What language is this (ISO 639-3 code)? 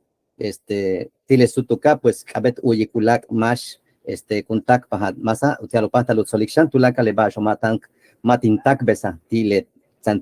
yua